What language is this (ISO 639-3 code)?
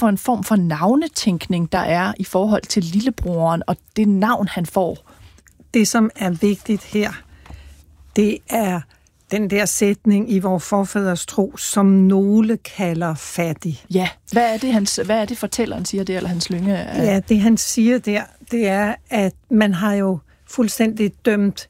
dan